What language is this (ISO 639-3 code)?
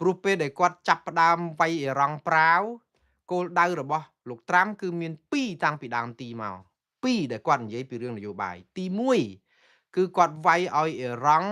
khm